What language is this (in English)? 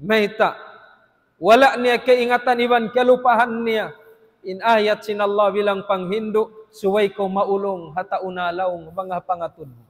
Tausug